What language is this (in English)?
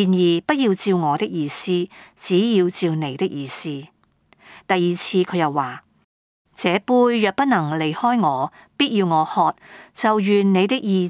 Cantonese